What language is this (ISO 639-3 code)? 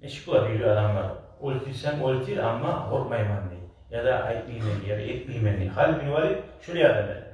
kum